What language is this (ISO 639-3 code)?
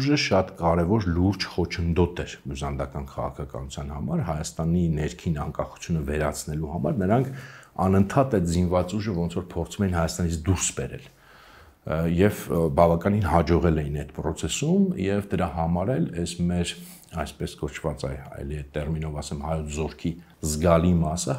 hye